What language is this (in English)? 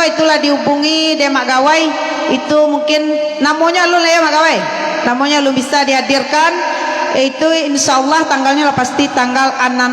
Minangkabau